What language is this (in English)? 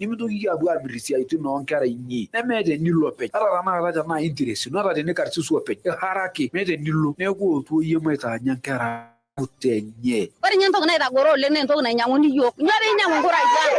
Masai